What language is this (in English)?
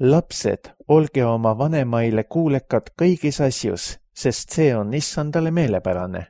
Estonian